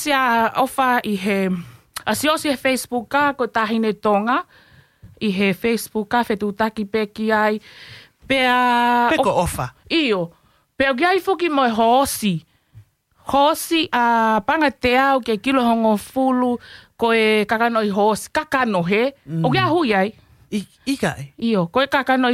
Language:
Tongan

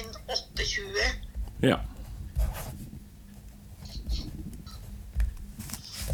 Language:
Norwegian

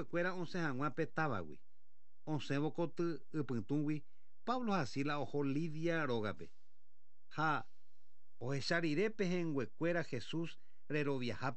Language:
Guarani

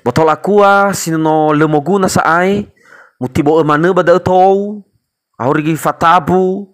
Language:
Nias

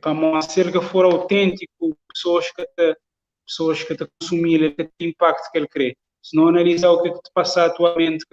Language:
Kabuverdianu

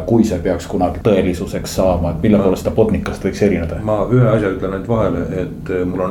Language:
Estonian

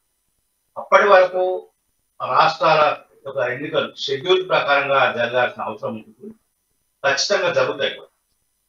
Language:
Telugu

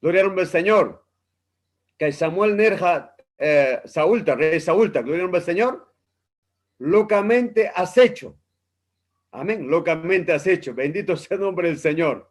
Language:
Ayacucho Quechua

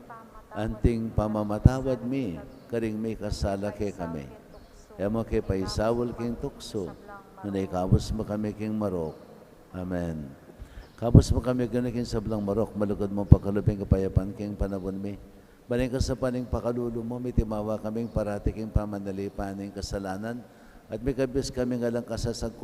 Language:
Pampanga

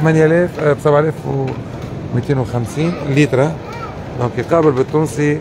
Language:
Tunisian Arabic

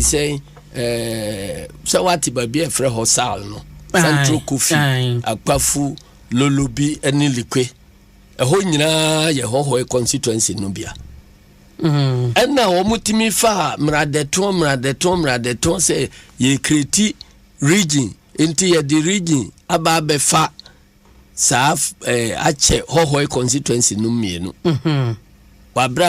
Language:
Akan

